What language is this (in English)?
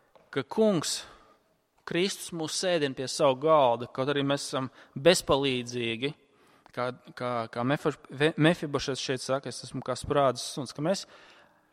Latvian